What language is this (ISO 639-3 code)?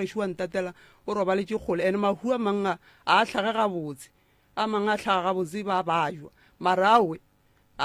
nso